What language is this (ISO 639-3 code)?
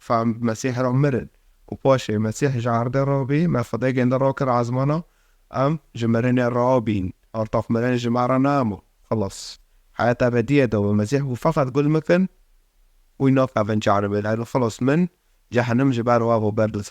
kur